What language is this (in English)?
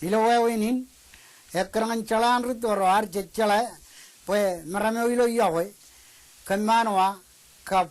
Marshallese